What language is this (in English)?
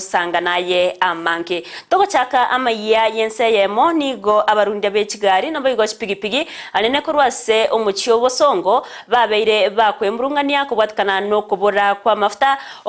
Gusii